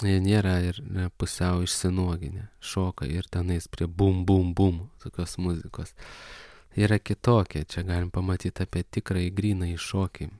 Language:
Lithuanian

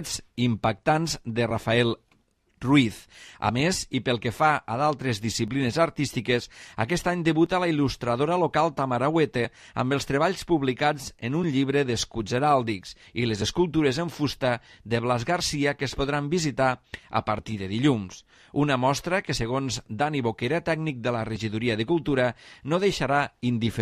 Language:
Catalan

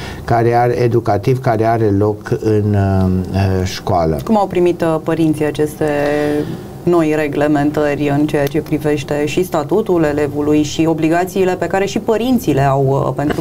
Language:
Romanian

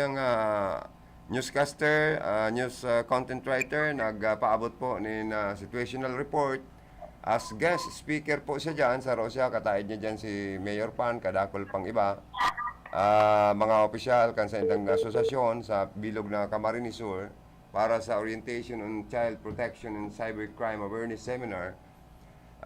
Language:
Bikol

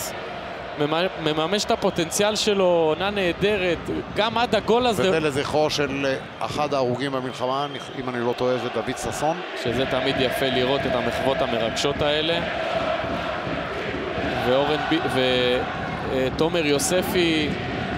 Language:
Hebrew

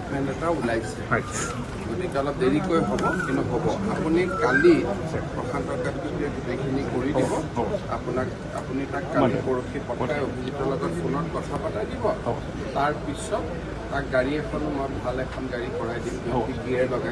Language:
Assamese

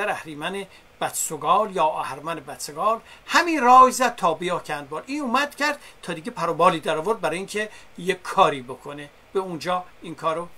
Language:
Persian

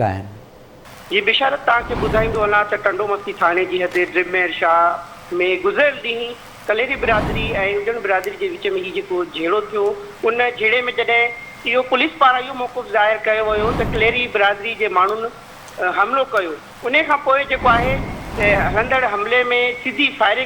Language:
Sindhi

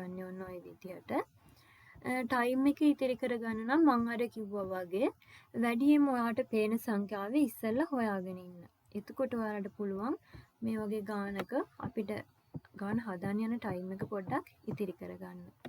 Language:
Sinhala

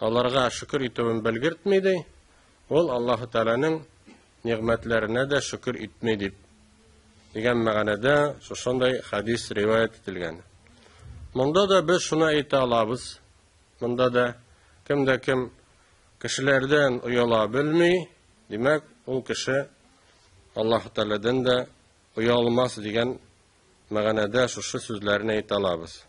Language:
Tatar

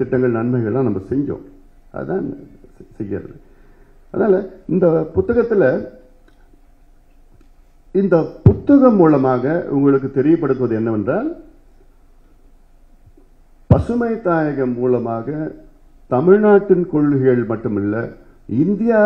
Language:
Tamil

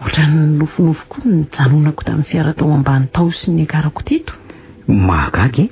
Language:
Malagasy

